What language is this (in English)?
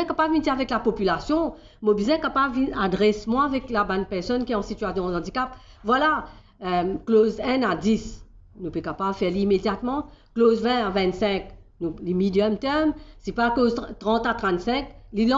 Morisyen